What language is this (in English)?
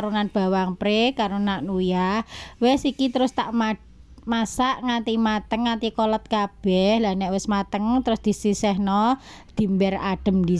Javanese